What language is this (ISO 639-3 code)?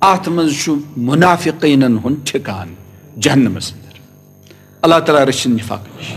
kas